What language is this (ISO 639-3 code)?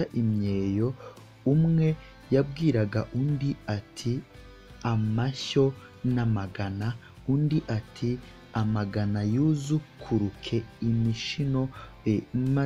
kin